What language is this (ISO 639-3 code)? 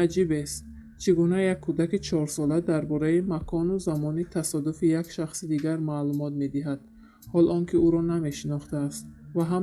tgk